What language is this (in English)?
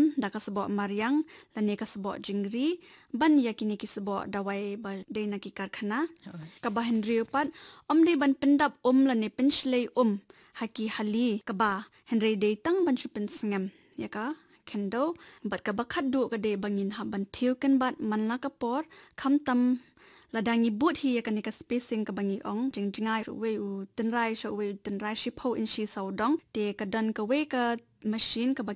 Khasi